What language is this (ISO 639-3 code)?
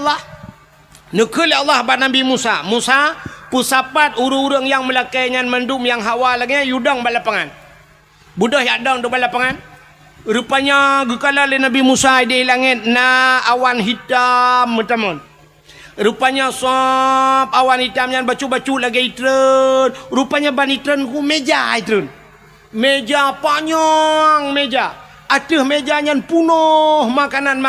ace